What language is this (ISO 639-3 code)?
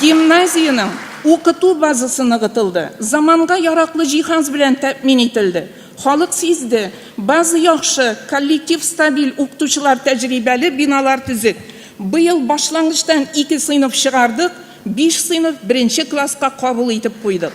tat